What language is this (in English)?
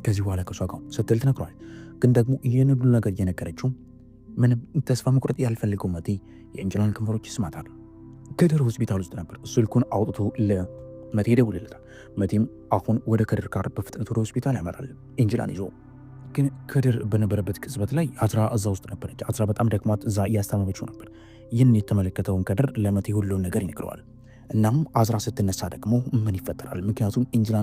Amharic